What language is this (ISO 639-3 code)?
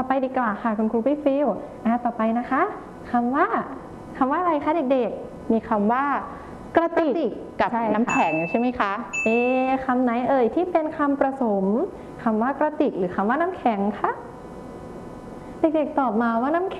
tha